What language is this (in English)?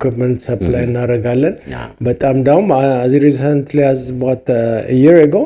Amharic